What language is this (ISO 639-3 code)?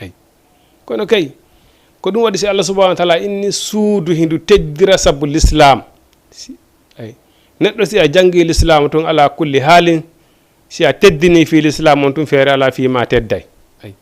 ful